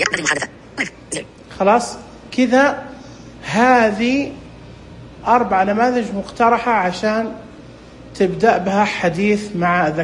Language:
Najdi Arabic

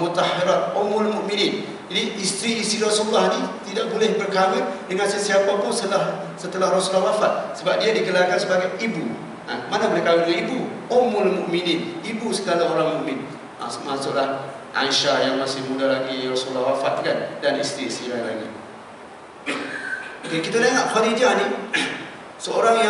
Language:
Malay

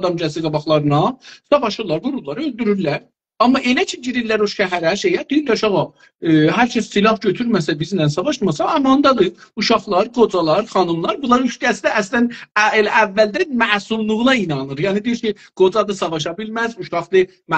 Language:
South Azerbaijani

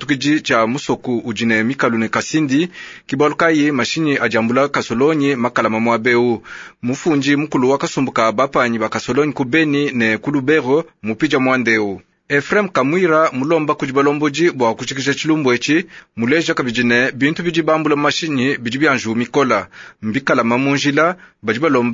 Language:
Luba-Lulua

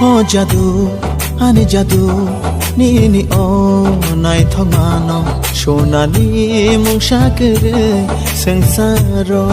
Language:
Kok Borok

